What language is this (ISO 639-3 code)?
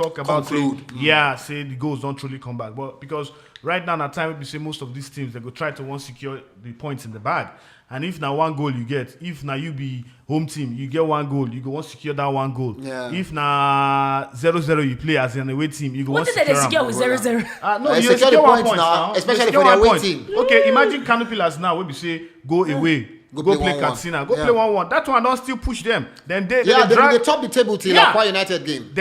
pcm